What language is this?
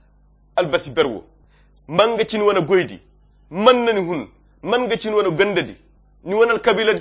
Koyra Chiini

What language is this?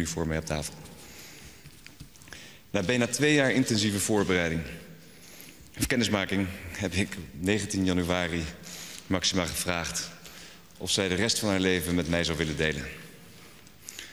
Dutch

